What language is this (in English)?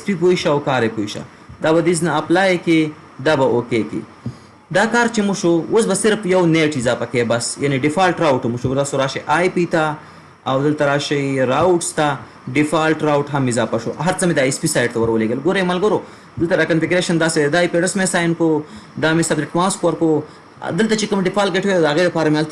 Pashto